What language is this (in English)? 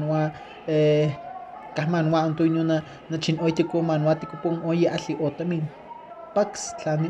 Highland Totonac